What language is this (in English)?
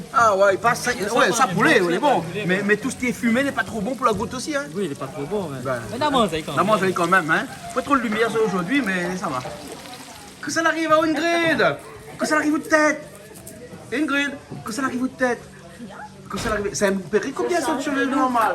Réunion Creole French